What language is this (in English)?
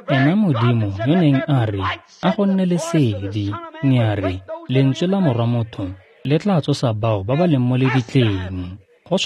Tswana